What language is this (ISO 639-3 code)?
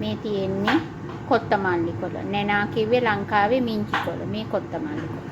sin